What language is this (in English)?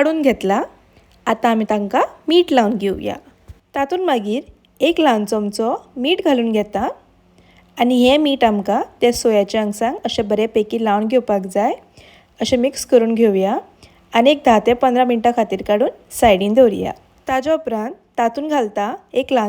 Konkani